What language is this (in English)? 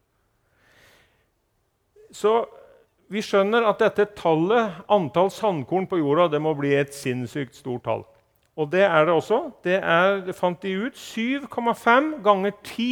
Norwegian